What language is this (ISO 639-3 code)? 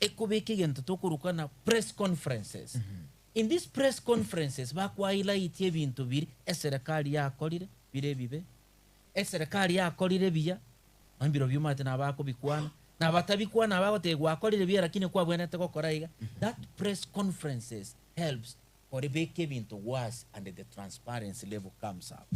guz